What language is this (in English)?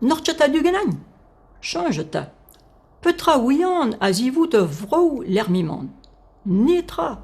Breton